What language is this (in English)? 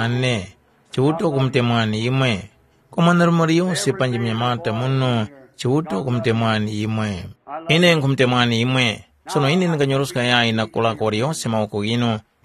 Tumbuka